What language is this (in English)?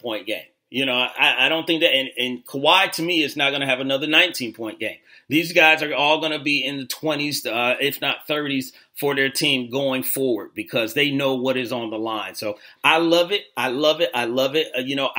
English